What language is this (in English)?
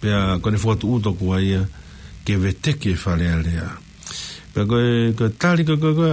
Tongan